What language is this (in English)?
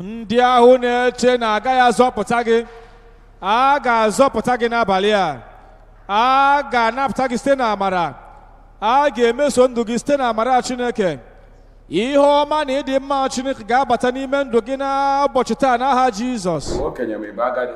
Igbo